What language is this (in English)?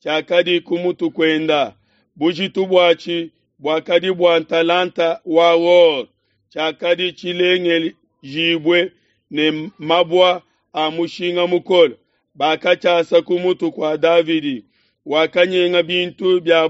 Luba-Lulua